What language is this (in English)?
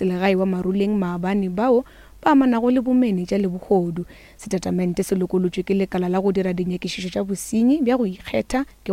Northern Sotho